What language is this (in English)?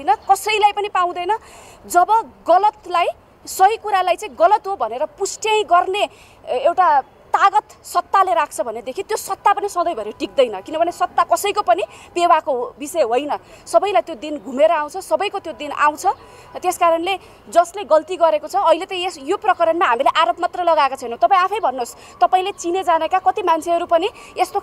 Nepali